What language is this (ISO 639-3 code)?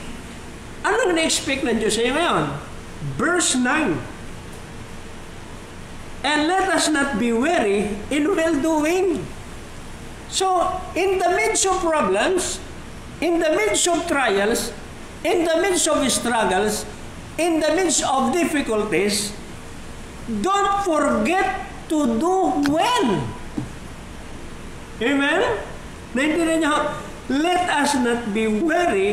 fil